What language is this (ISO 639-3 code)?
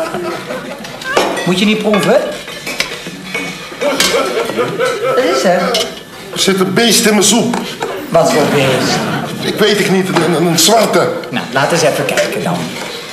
nld